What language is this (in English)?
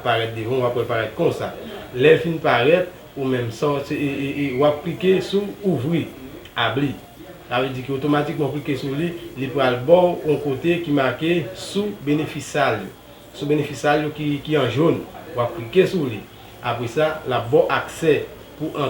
Haitian Creole